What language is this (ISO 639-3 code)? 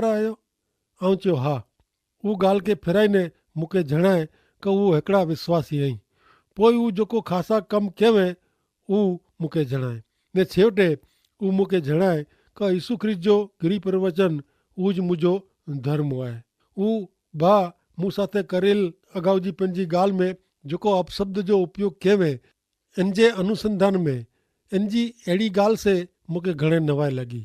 kfr